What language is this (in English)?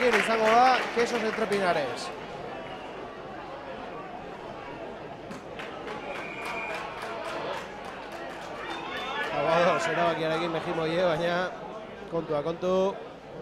Basque